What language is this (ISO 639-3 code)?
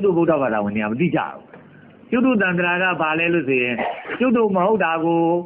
mya